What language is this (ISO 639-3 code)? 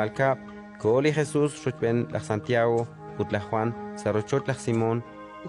kek